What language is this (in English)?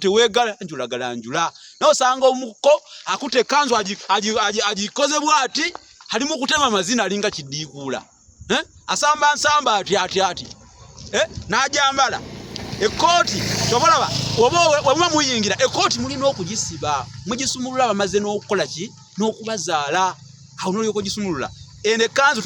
Ganda